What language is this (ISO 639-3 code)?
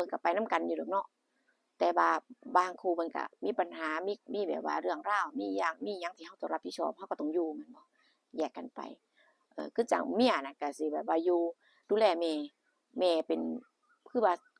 tts